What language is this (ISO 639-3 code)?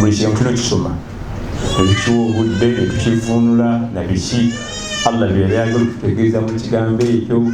lug